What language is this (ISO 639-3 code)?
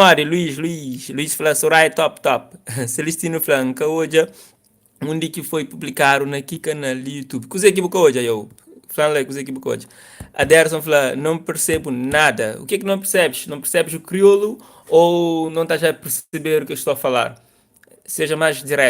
kea